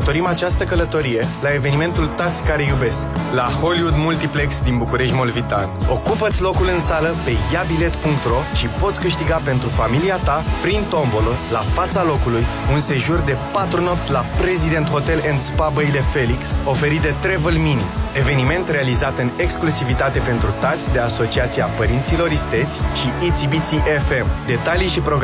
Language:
Romanian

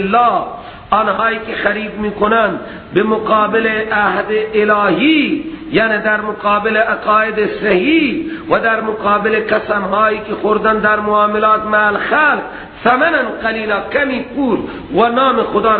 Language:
Persian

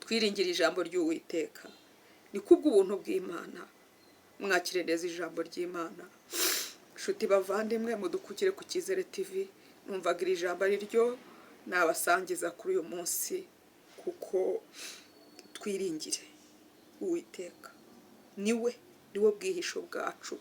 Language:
Kinyarwanda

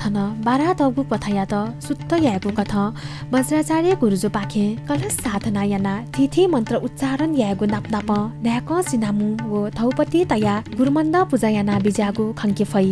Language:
Newari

